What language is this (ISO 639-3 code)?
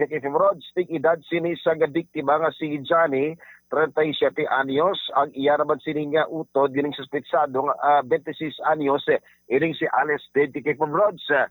hil